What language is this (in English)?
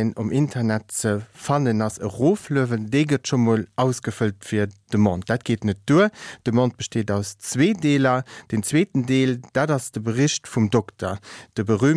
Luxembourgish